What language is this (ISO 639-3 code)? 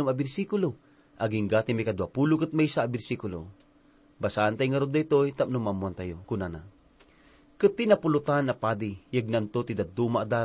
ilo